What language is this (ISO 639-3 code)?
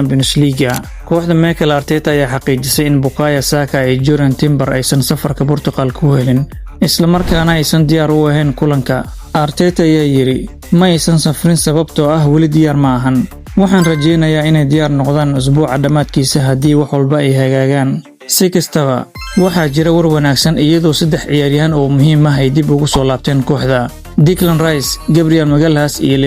som